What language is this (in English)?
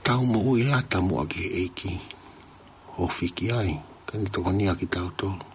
Tongan